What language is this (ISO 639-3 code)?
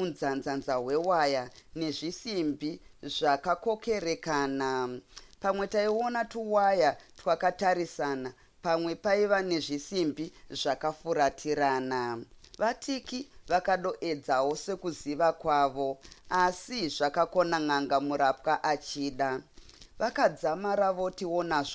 sna